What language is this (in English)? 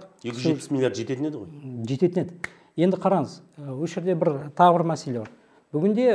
Kazakh